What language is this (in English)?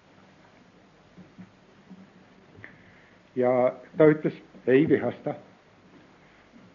Estonian